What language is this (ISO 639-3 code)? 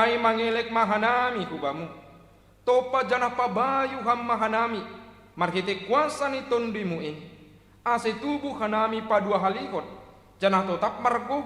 bts